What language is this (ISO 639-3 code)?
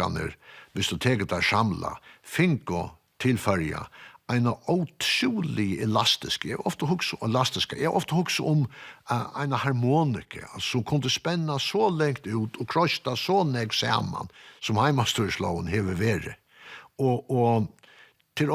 fao